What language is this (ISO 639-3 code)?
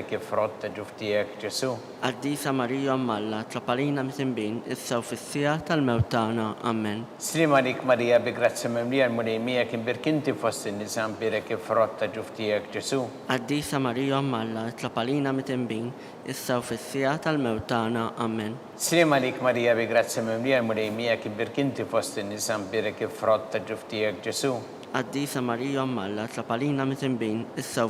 mlt